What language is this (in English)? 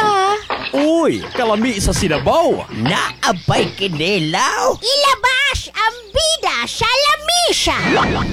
Cebuano